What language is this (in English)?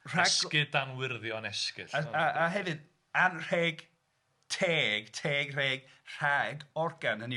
Welsh